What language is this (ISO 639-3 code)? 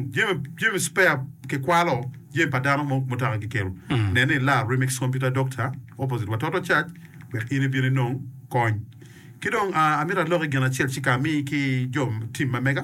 ach